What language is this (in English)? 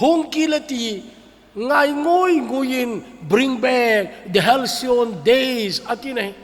Thado Chin